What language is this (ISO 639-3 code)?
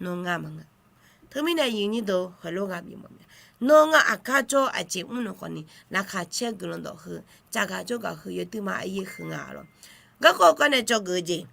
ahk